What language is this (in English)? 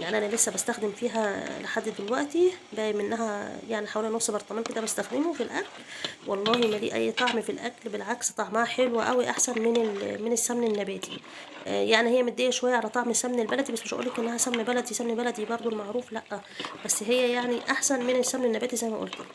Egyptian Arabic